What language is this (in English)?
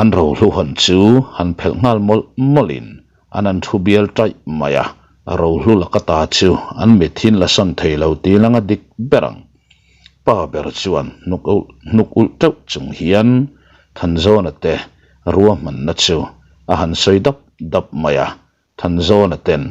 Mizo